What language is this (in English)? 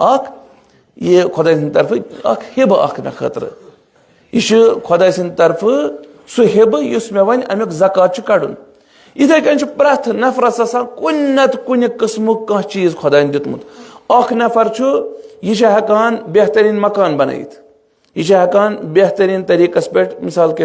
Kashmiri